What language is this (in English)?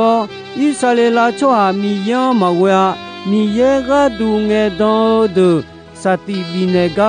Akha